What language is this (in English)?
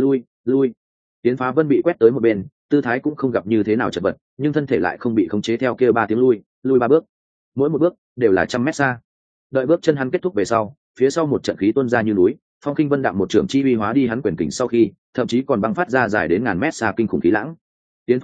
Vietnamese